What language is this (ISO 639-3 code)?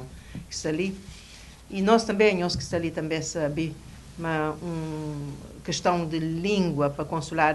kea